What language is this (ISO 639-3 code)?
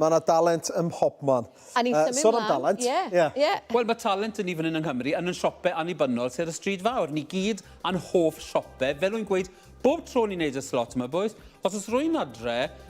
cym